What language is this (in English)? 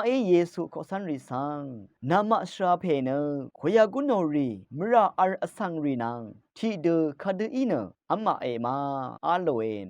Rawang